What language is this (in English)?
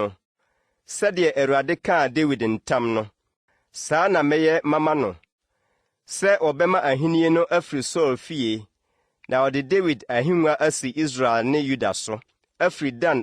Akan